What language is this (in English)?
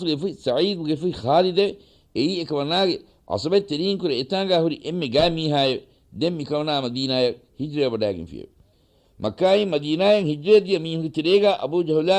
Divehi